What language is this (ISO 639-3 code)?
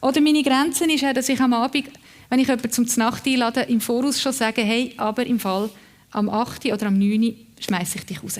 gsw